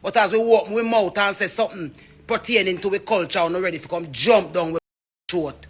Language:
Jamaican Creole English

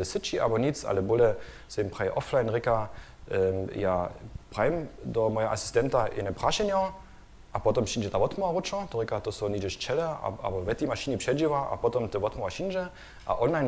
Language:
Upper Sorbian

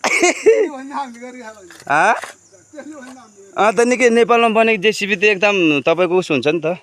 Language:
Nepali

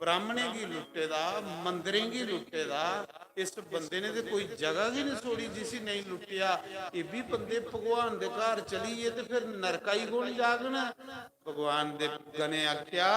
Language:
Dogri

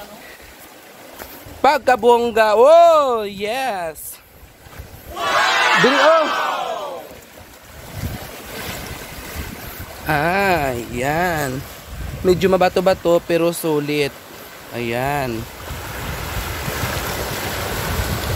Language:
Filipino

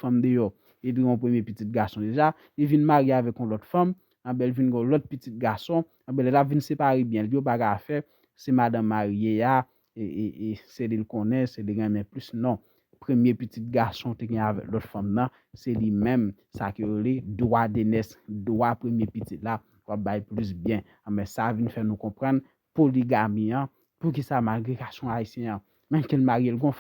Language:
Haitian Creole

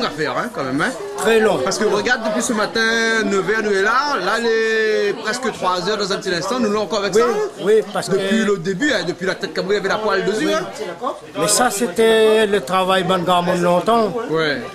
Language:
Réunion Creole French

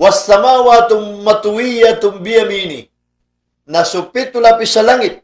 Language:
Maranao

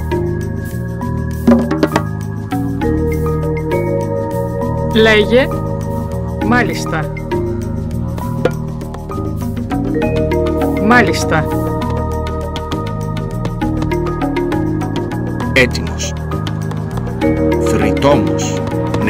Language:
Greek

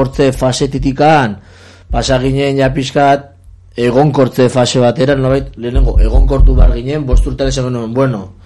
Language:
Basque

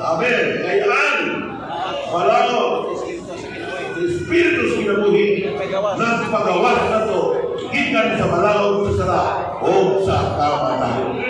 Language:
Cebuano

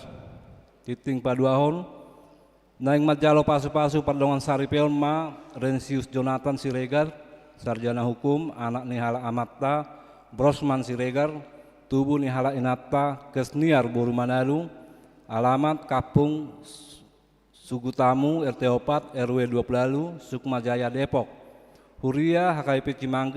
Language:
Batak Toba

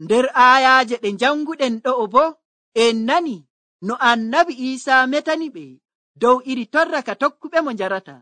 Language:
Nigerian Fulfulde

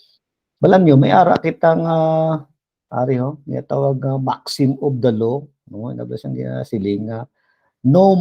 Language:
Hiligaynon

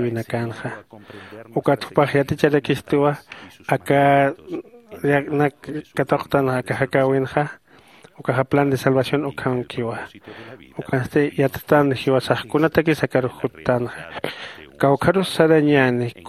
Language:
Aymara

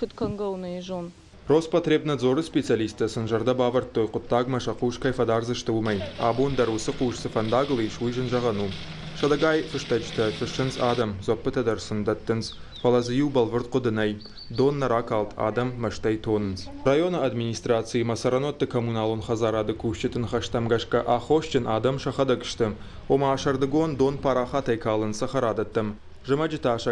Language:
Ossetic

